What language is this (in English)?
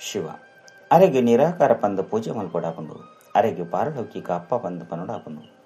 Tulu